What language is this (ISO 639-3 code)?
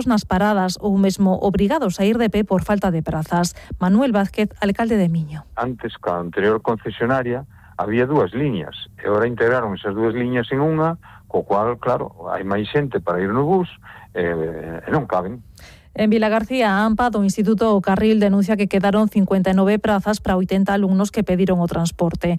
glg